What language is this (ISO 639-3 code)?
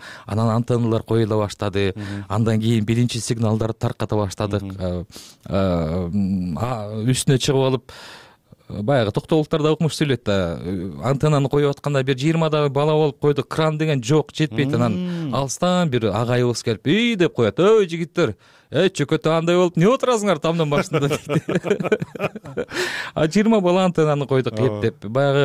kir